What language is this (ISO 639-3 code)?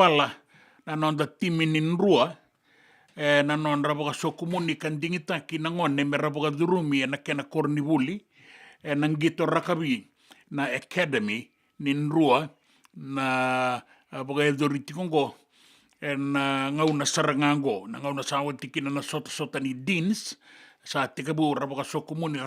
fij